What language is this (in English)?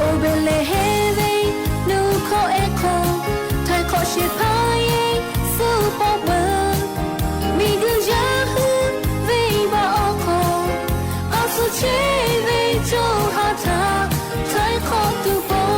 Lahu